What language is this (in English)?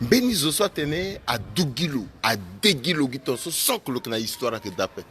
Sango